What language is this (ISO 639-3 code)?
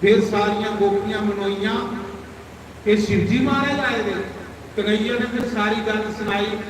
doi